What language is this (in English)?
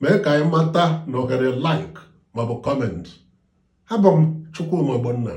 Igbo